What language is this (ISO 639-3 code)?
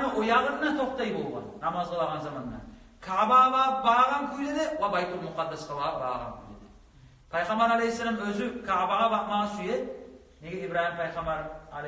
kum